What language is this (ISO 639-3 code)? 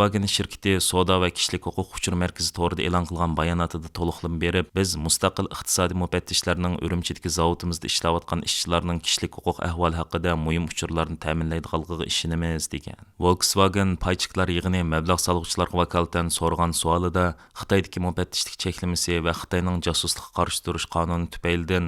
uig